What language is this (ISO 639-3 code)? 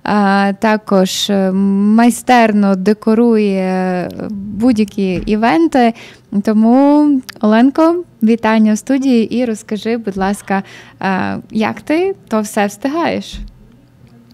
ukr